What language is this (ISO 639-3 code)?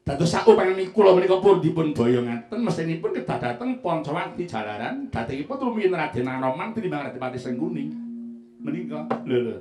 jav